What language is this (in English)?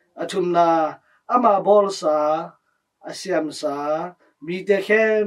Tedim Chin